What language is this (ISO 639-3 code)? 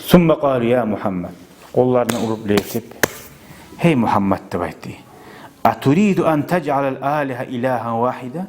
kum